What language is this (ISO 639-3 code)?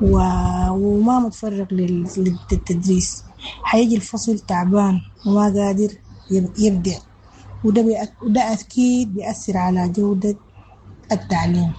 apd